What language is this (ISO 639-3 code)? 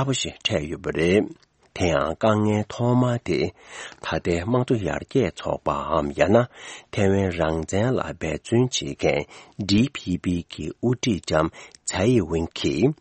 bod